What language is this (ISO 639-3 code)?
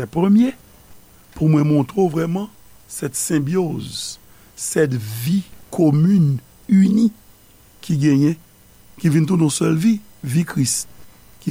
hat